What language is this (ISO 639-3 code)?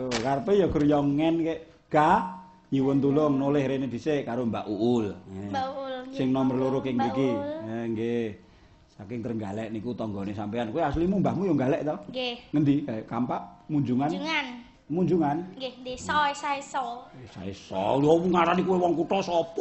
jav